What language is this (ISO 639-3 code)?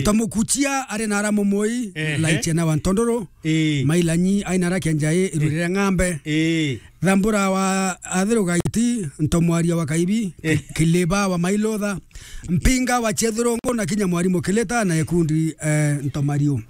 mer